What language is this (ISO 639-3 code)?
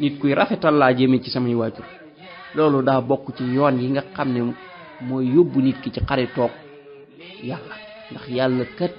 wol